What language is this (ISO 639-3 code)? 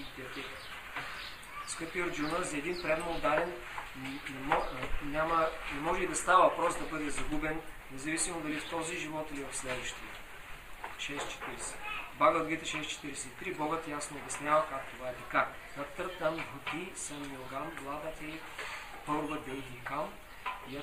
bul